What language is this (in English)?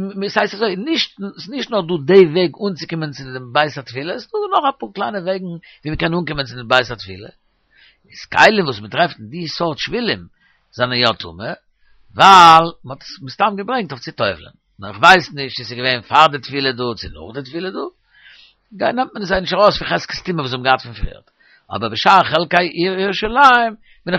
Yiddish